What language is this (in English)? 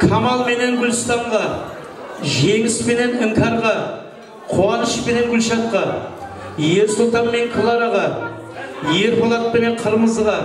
Kara-Kalpak